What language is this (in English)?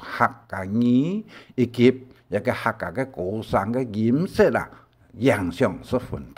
Hakka Chinese